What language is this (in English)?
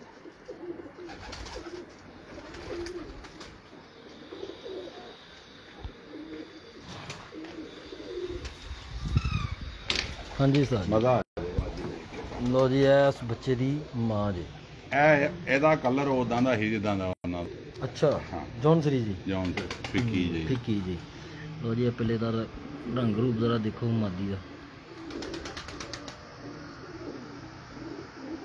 Punjabi